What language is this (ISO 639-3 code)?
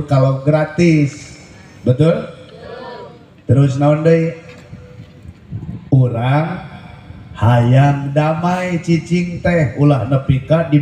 sun